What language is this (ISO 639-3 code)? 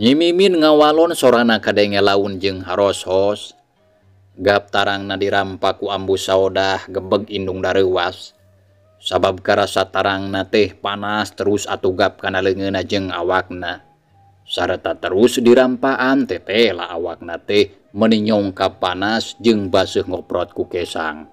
sun